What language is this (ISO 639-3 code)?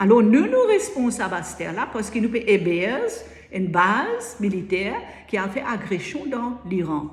mfe